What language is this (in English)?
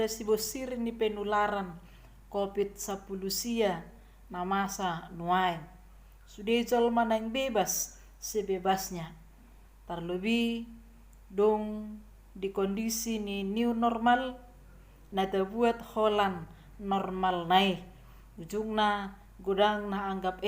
Batak Toba